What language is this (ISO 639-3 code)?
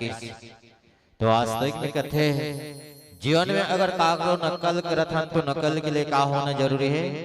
hne